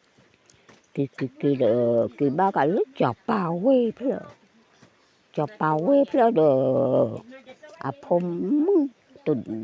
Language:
S'gaw Karen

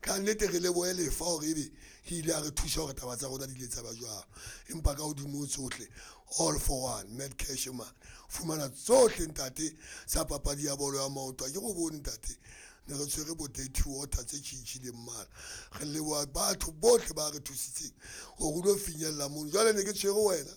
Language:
Southern Sotho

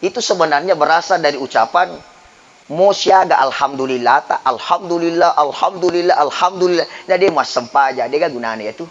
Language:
Buginese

